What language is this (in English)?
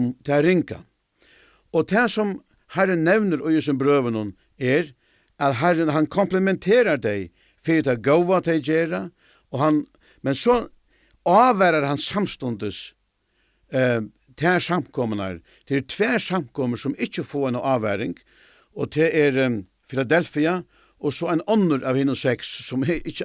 Faroese